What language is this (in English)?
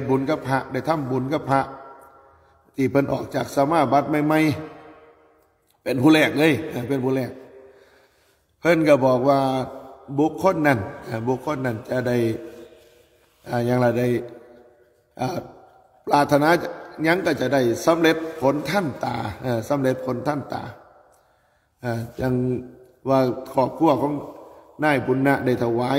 Northeastern Thai